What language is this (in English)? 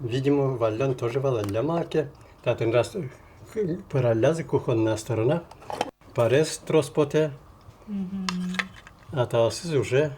Udmurt